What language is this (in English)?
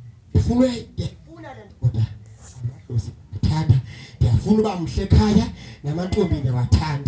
Xhosa